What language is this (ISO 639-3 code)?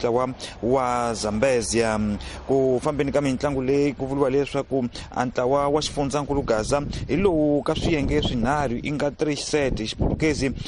tso